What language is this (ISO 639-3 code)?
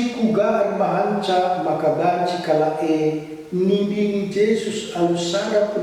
btx